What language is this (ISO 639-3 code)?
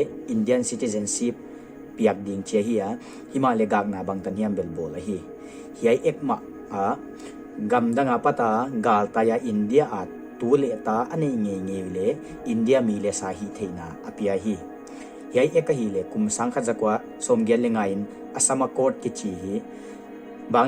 pck